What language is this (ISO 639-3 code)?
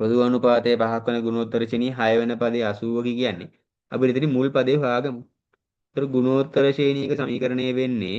sin